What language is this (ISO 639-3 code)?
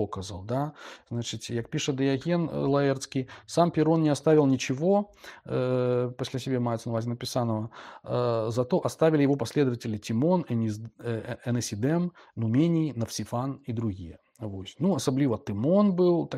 bel